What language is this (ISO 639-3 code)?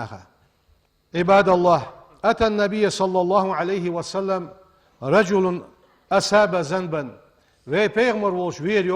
inh